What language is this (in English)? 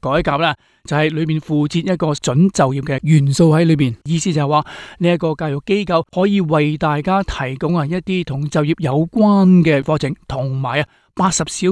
Cantonese